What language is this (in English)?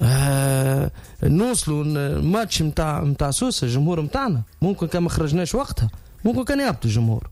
Tunisian Arabic